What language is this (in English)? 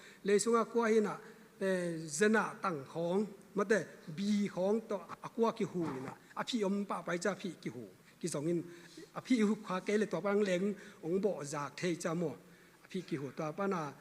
Tedim Chin